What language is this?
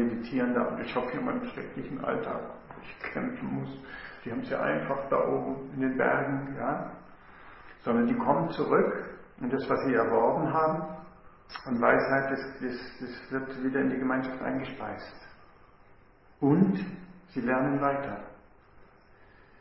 German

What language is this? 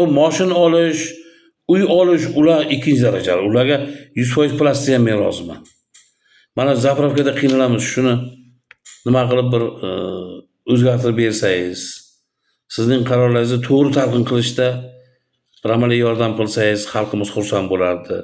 Uzbek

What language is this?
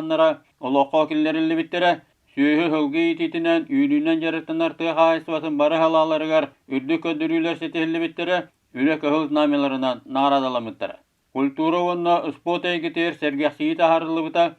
Yakut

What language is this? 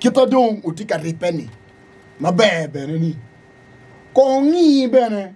Acoli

